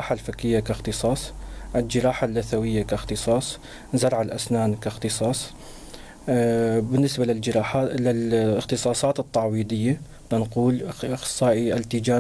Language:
North Levantine Arabic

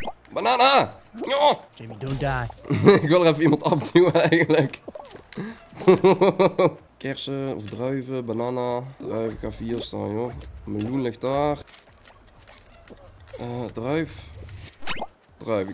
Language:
Dutch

